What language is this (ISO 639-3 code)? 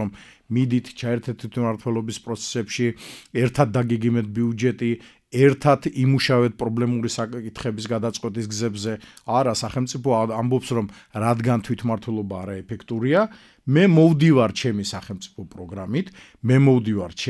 kat